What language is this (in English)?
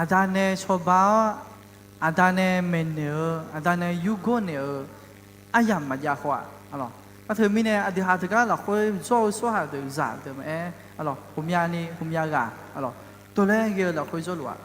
Akha